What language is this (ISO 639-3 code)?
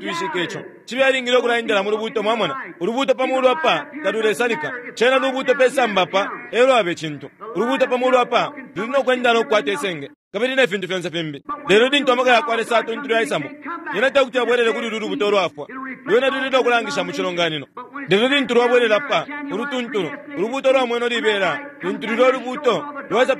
bem